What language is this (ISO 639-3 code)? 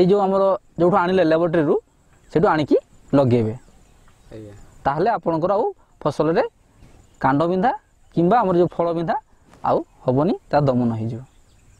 ori